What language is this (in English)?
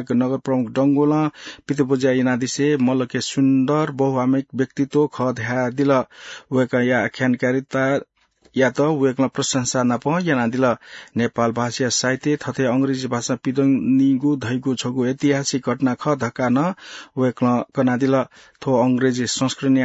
Newari